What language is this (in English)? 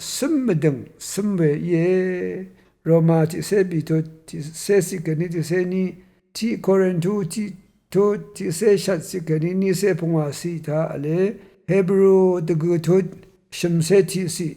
Rawang